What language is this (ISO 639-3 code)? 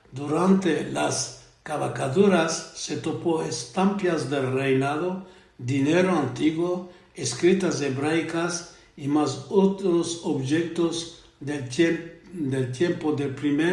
lad